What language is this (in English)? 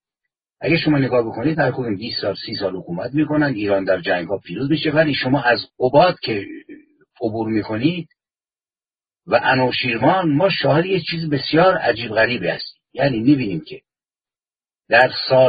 Persian